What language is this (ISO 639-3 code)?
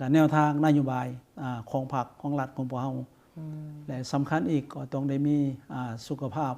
lao